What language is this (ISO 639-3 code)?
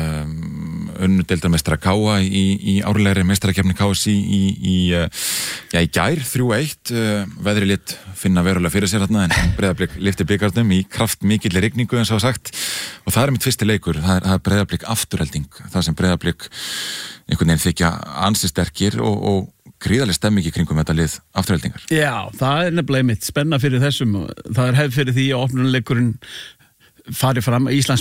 isl